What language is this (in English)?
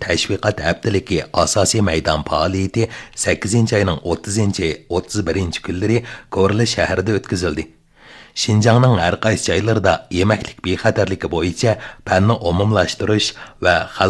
Uyghur